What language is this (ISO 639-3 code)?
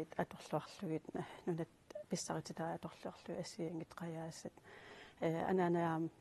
kal